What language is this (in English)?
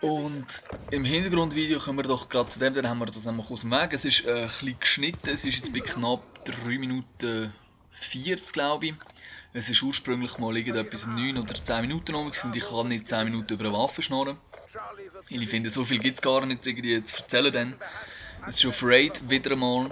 Swiss German